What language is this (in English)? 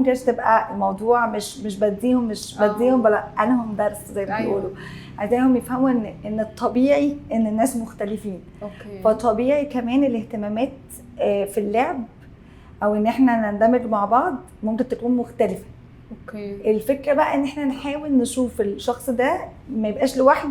Egyptian Arabic